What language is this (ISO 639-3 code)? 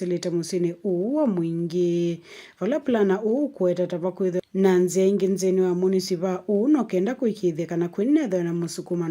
kam